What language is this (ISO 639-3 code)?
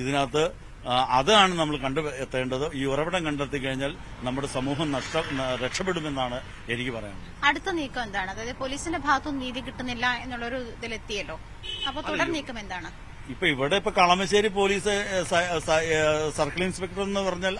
mal